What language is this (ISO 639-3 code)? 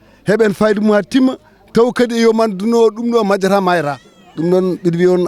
ful